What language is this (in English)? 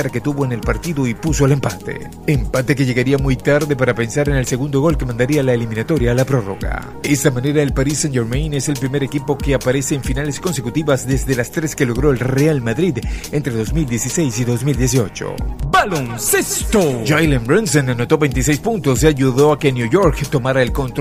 Spanish